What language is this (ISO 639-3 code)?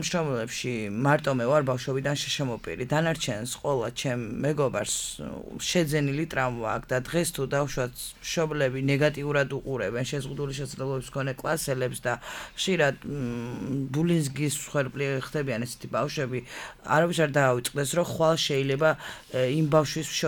kat